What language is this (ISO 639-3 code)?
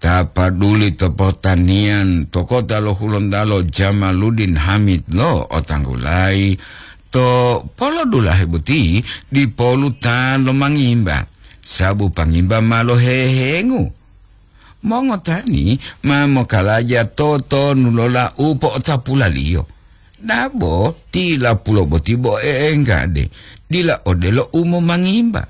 gor